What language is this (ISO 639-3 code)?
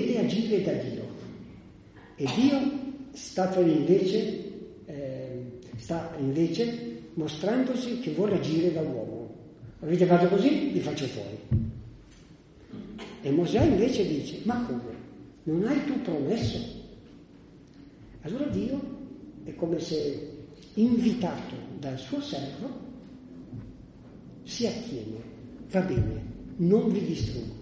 ita